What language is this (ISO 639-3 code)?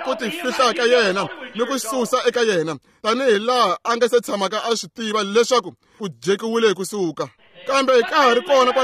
tso